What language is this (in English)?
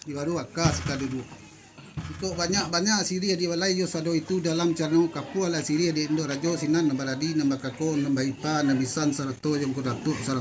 Minangkabau